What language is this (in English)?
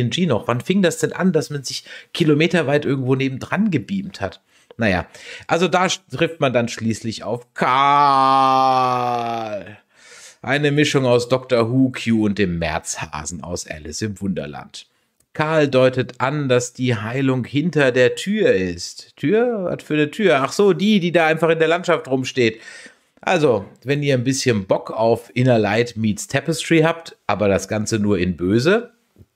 German